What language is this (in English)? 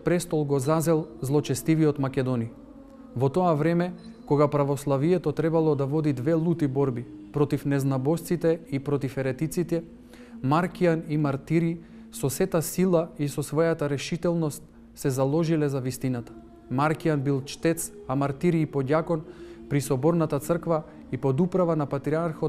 Macedonian